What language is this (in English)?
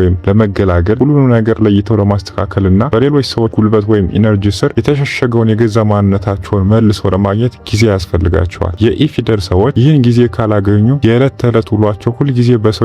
Amharic